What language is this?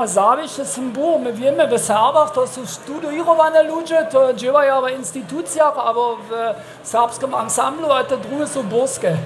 Upper Sorbian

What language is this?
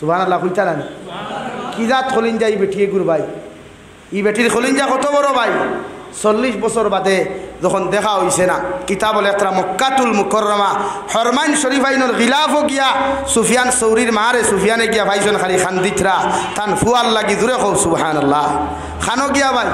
Sylheti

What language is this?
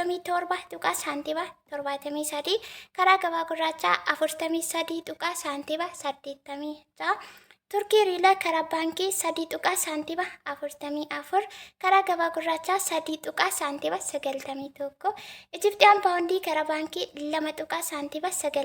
Oromo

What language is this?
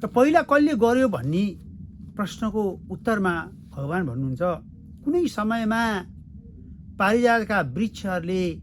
Nepali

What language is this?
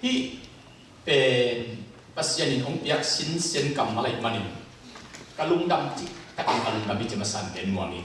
Tedim Chin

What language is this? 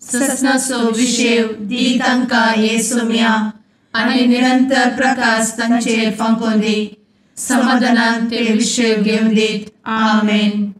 Konkani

